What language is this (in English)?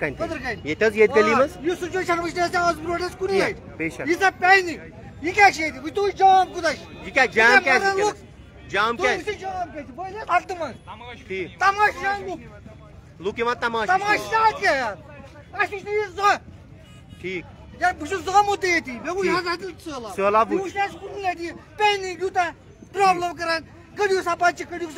Kashmiri